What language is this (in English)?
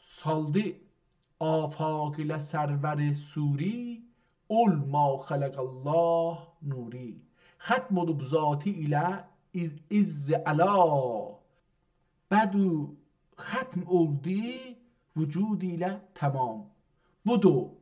South Azerbaijani